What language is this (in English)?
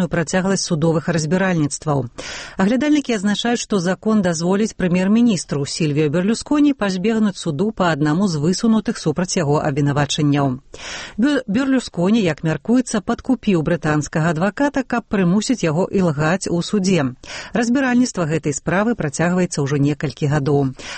Belarusian